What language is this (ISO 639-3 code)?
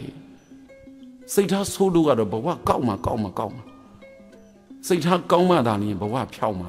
mya